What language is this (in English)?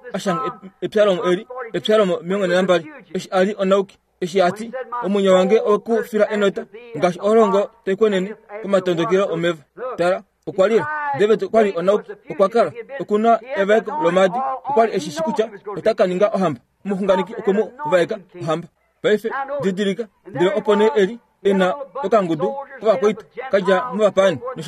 Kuanyama